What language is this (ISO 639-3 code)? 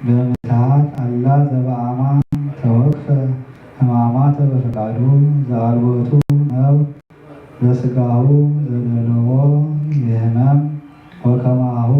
gez